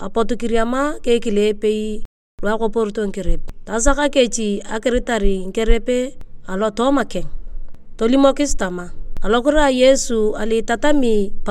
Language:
Turkana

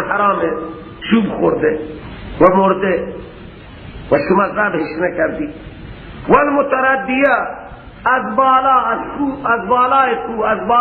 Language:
Persian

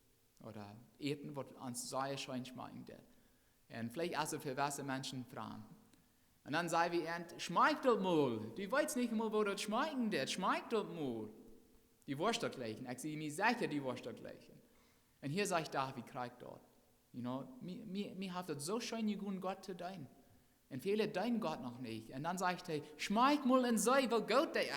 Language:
Plautdietsch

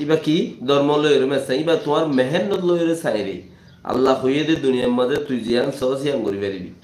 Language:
Rohingya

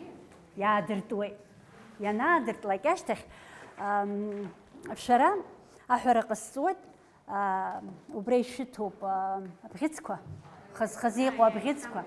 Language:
Abkhazian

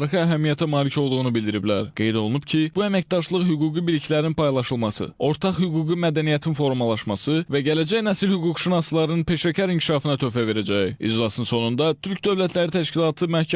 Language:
Azerbaijani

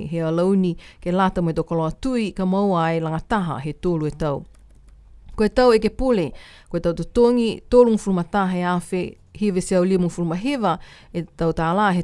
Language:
Niuean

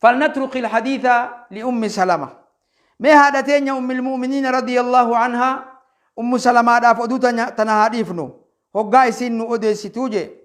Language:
Oromo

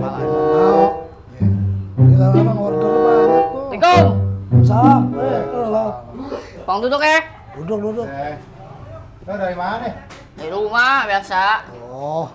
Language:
Betawi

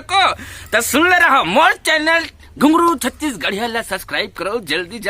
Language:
Chhattisgarhi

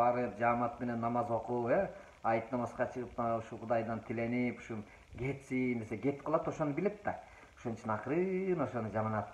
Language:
Kyrgyz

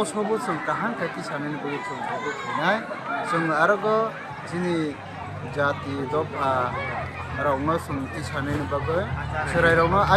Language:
Kok Borok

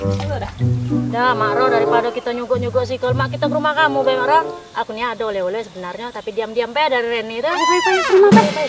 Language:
Musi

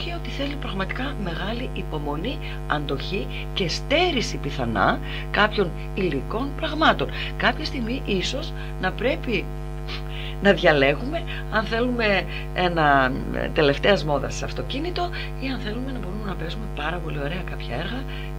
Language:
Greek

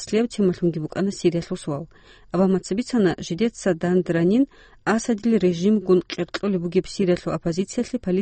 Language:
Avaric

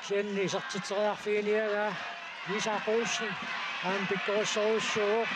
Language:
Kalaallisut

